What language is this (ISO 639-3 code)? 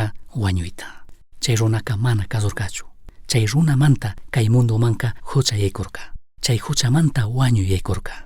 qug